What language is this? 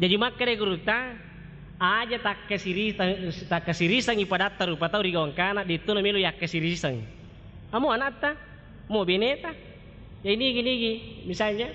Buginese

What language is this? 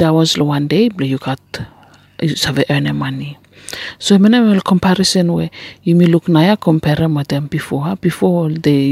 Bislama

